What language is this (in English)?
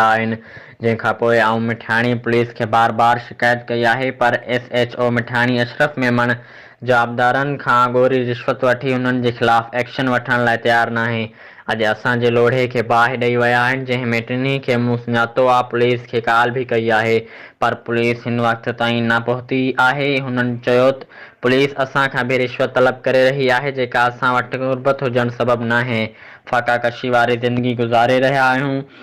Sindhi